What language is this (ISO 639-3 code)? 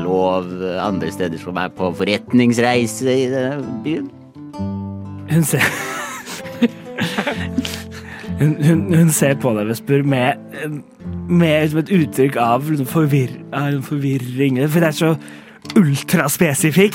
nor